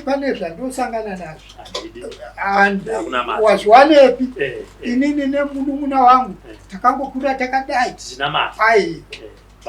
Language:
Shona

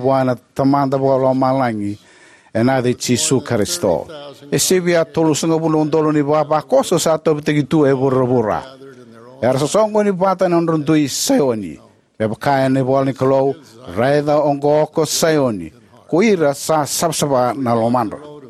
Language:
Fijian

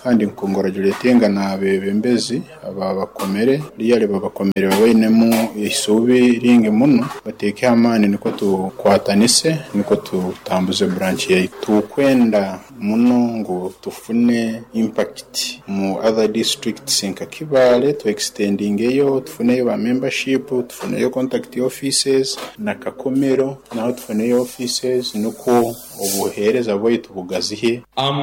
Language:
Nyoro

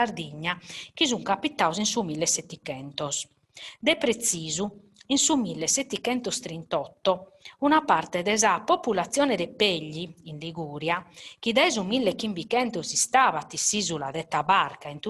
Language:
Sardinian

